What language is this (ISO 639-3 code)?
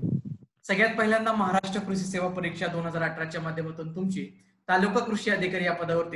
mar